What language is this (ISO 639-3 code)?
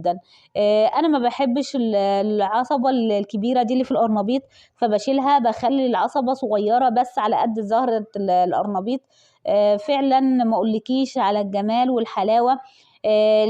arz